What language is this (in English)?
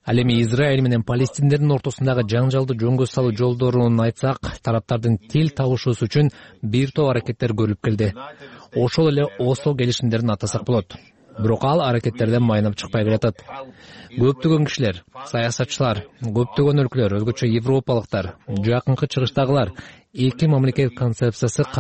Kyrgyz